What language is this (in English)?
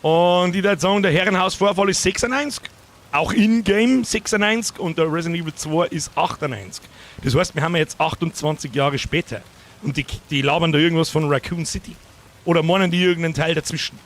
Bavarian